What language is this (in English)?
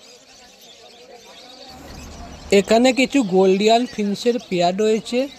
Bangla